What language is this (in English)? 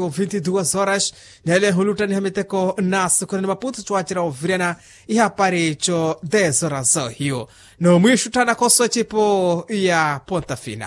Makhuwa